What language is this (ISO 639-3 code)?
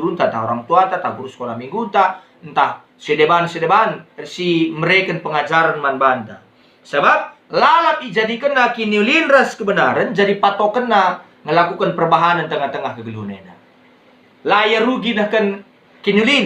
btx